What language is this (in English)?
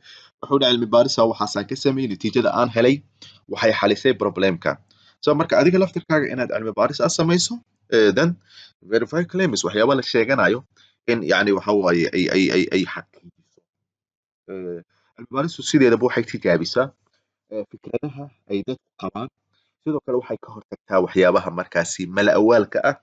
Somali